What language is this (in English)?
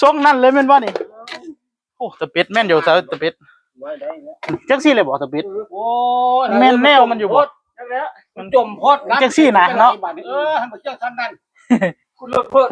Northeastern Thai